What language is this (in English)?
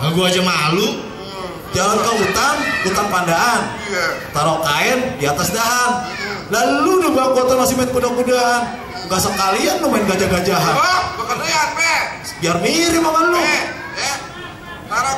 Betawi